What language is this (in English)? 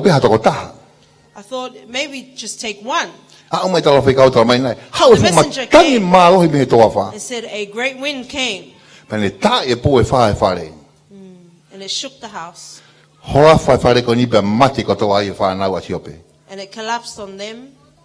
Tongan